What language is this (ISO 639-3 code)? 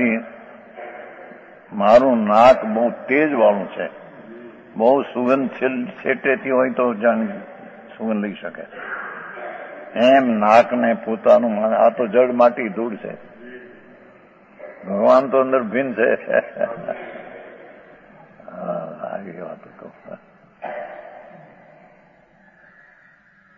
guj